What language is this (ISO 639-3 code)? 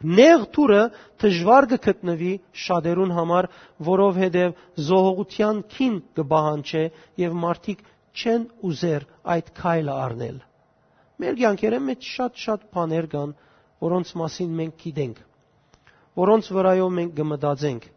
hyw